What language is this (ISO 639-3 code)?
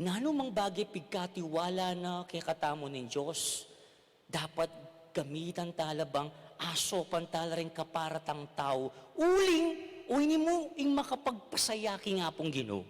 pam